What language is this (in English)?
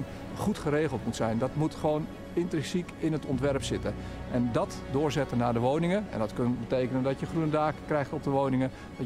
Dutch